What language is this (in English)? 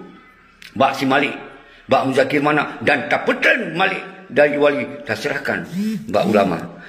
Achinese